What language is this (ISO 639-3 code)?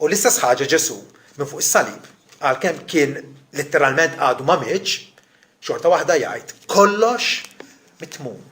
mlt